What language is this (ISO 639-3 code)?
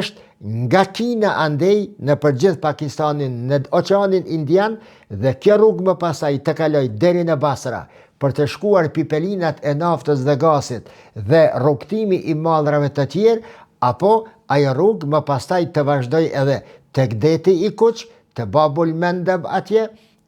sqi